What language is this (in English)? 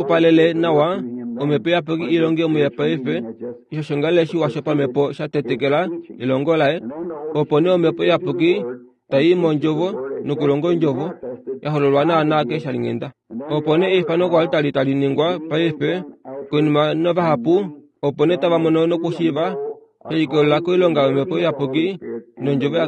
Kuanyama